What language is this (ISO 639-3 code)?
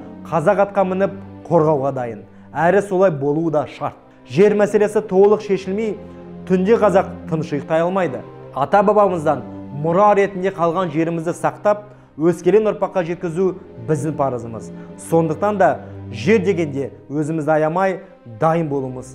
kaz